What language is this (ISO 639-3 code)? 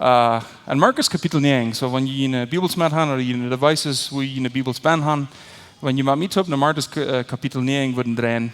pdt